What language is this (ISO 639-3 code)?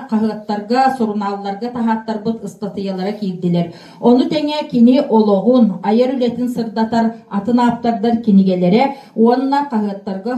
sah